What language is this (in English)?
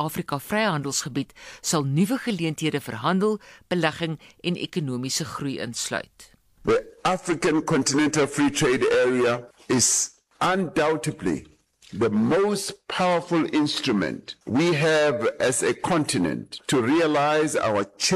Afrikaans